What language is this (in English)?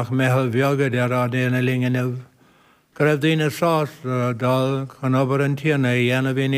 Irish